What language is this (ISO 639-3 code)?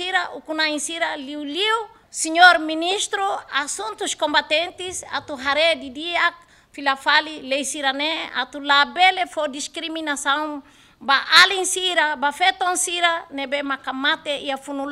tet